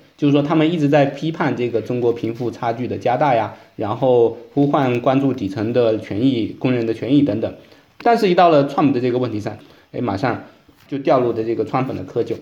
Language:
Chinese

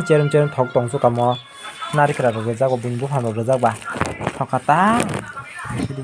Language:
Kok Borok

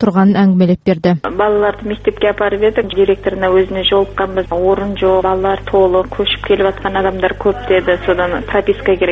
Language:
Kazakh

